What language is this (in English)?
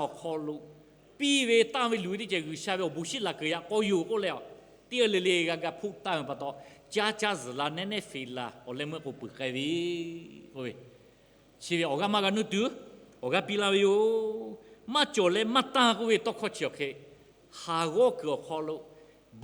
Lahu